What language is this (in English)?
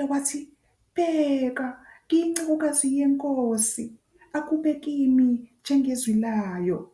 Zulu